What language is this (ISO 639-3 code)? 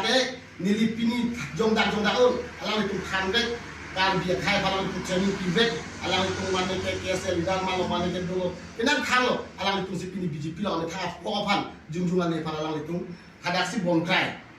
mjw